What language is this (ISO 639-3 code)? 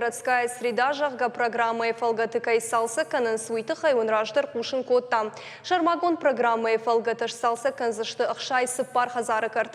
oss